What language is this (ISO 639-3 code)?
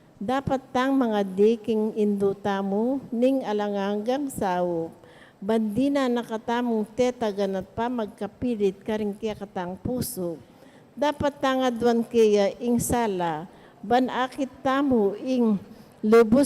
pam